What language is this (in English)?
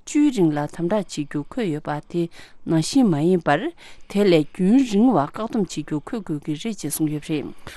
Tibetan